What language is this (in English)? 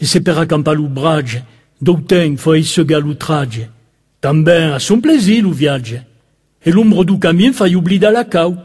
Occitan